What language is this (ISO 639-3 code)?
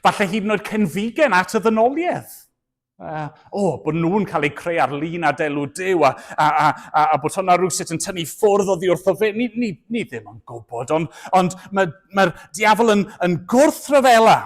cym